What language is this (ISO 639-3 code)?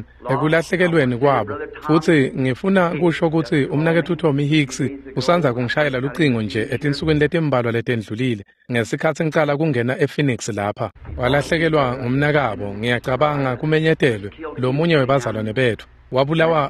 ssw